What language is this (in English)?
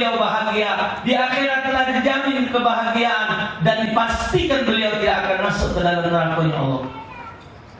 Musi